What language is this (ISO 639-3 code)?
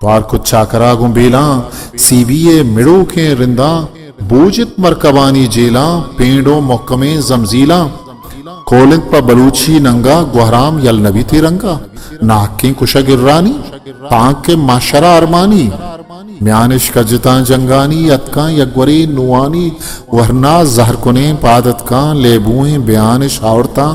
bgp